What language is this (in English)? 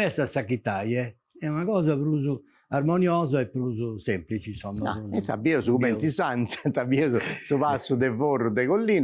Sardinian